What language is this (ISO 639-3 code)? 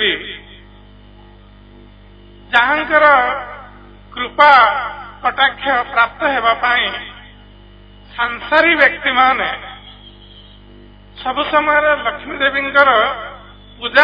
ori